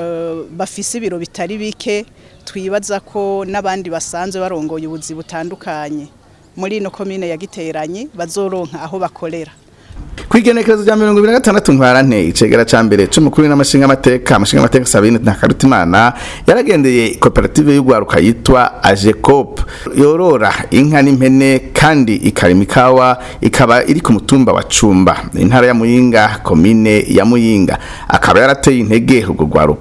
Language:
Rundi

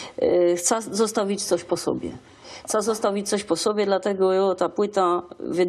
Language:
Silesian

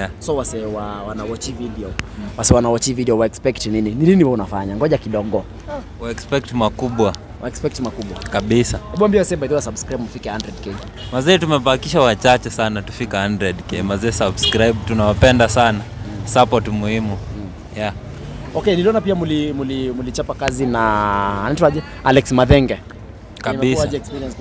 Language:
Swahili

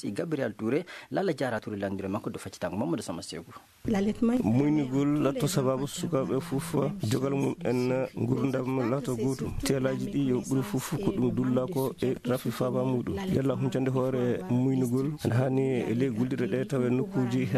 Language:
Fula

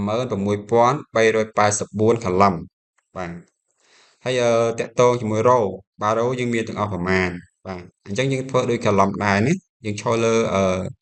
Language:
Khmer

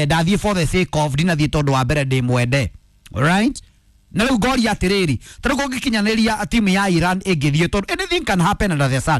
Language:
Kikuyu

